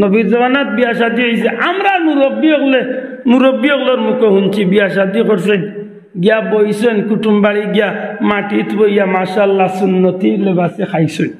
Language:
Sylheti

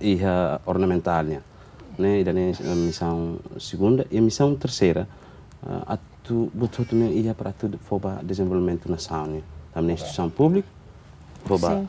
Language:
Tetum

